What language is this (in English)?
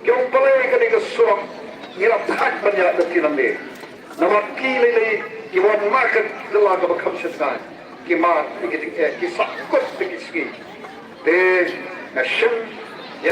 Khasi